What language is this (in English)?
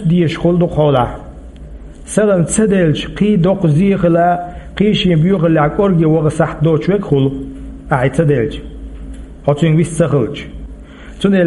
Chechen